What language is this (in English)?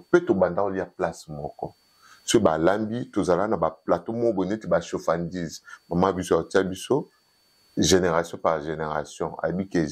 Lingala